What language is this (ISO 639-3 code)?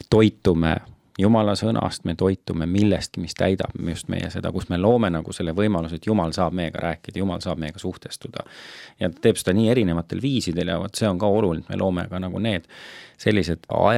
est